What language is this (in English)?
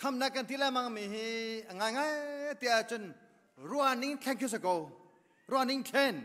Hakha Chin